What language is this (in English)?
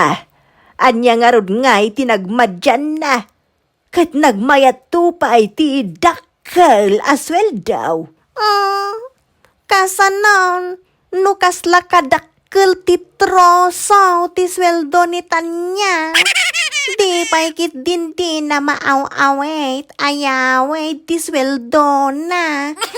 Iloko